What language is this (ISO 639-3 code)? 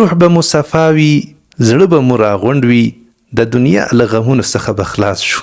pus